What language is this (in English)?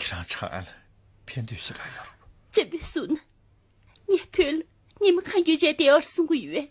Tibetan